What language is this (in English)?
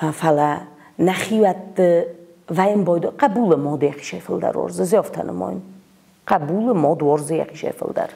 Ossetic